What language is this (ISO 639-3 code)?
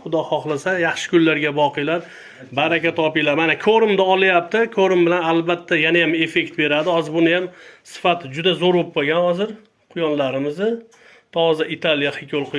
uzb